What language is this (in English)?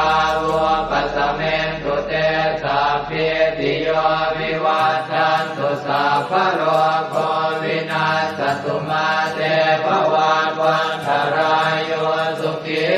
Pali